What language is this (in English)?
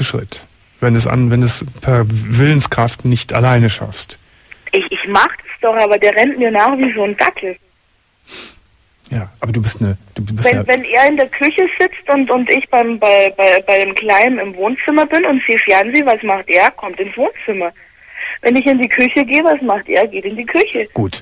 German